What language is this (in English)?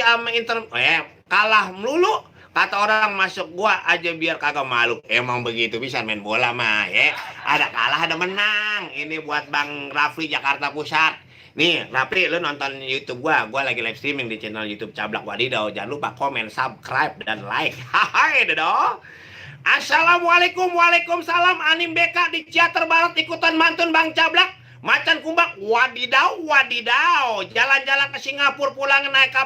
Betawi